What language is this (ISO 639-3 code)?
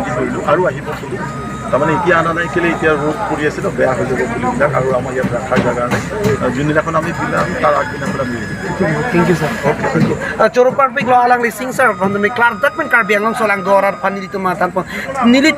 mjw